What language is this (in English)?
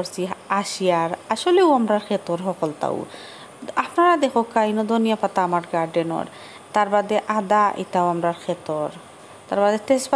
Sylheti